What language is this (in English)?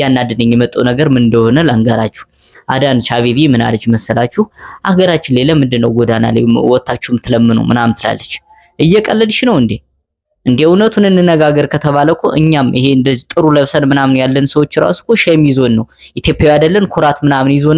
Amharic